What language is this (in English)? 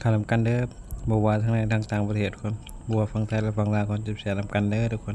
Northeastern Thai